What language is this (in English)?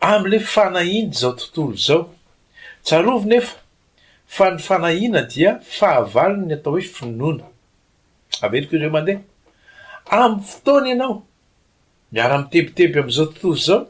Malagasy